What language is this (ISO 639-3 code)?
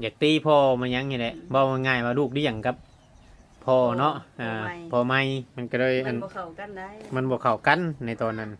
tts